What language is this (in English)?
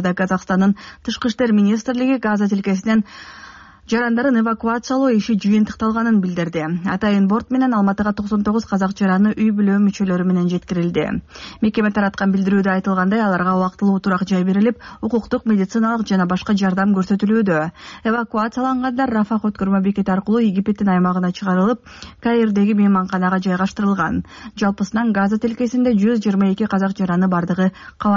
Kyrgyz